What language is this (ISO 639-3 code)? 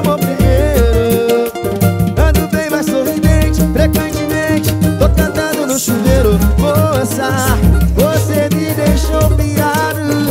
por